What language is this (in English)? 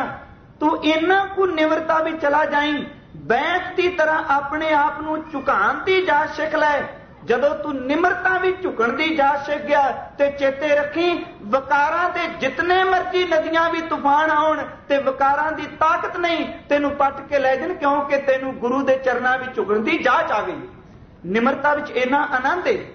Punjabi